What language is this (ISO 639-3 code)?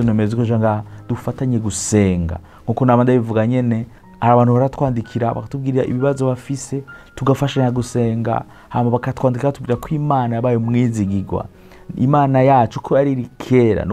run